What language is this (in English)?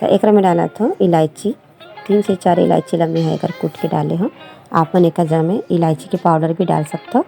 Chhattisgarhi